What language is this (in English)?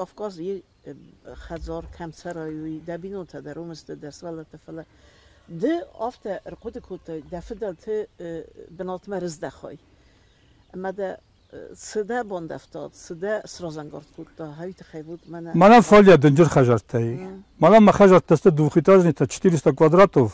Ossetic